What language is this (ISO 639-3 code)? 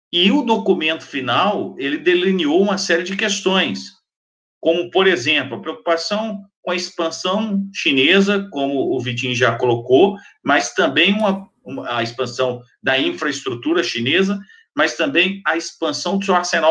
por